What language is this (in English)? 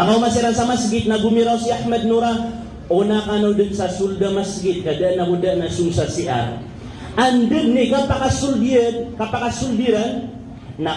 Maranao